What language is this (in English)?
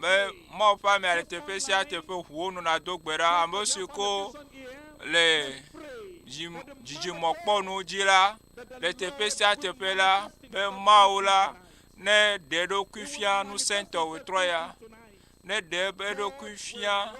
Ewe